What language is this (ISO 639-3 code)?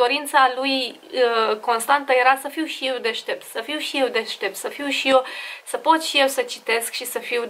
ron